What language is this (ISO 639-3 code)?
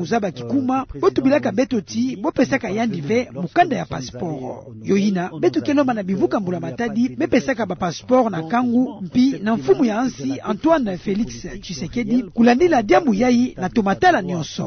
ktu